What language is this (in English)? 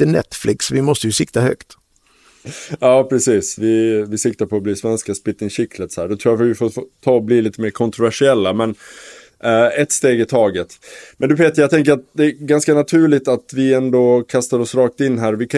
Swedish